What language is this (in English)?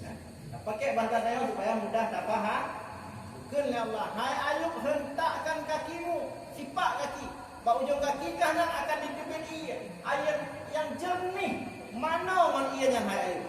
Achinese